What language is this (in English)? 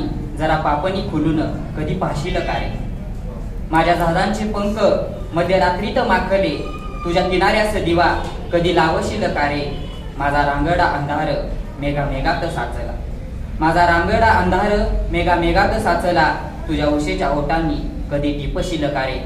Marathi